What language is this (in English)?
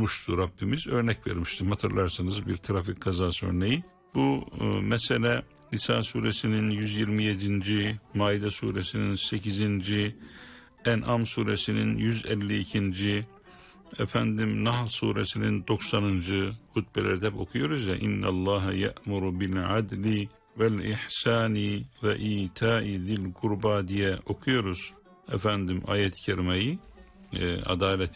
Turkish